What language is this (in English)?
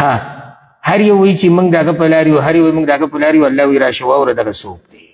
Pashto